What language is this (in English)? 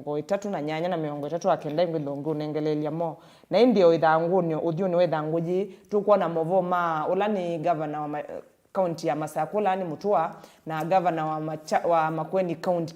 Kamba